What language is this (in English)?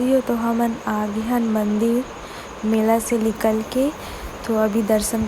Chhattisgarhi